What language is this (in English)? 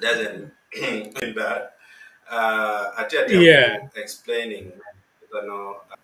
Acoli